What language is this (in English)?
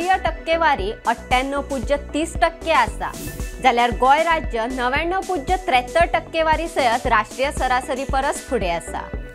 Konkani